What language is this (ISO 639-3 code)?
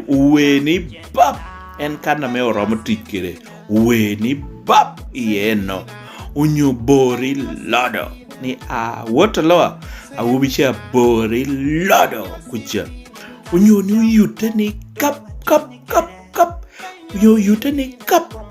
laj